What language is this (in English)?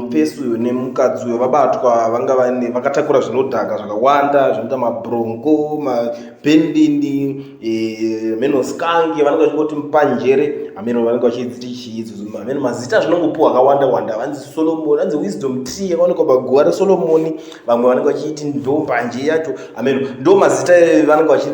Shona